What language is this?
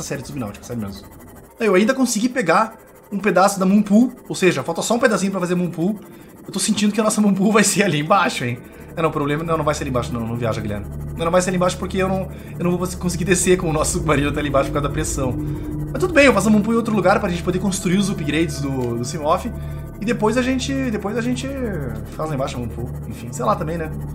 Portuguese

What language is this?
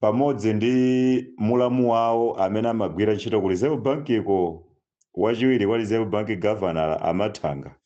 Nyanja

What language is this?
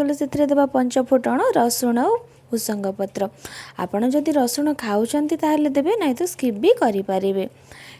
Odia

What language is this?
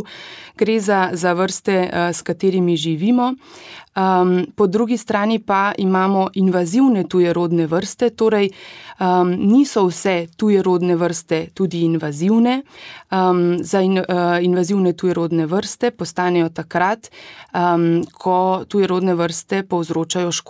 Slovenian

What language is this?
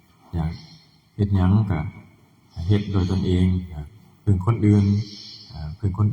Northeastern Thai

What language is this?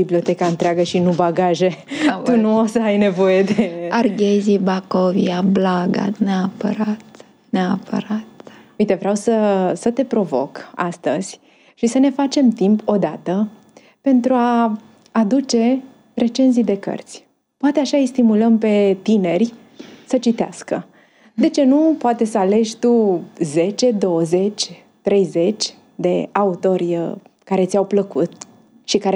Romanian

